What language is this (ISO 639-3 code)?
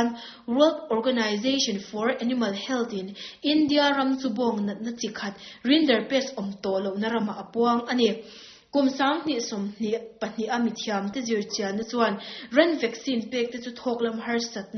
lus